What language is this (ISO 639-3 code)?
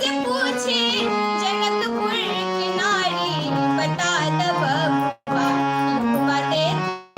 mai